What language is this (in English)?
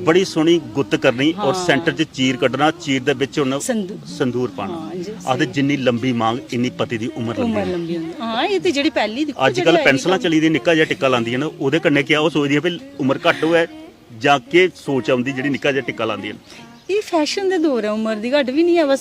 Dogri